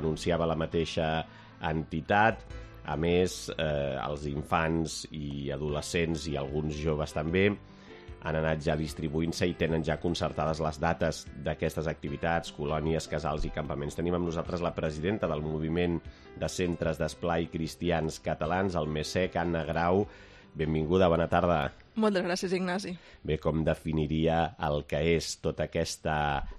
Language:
Catalan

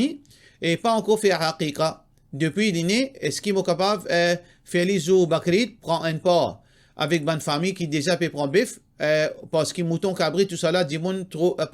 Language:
Morisyen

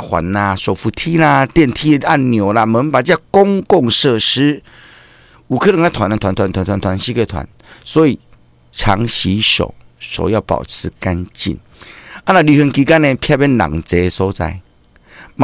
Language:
Min Nan Chinese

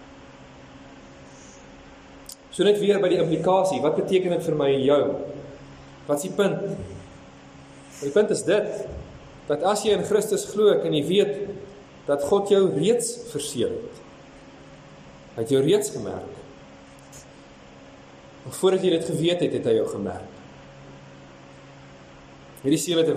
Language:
Afrikaans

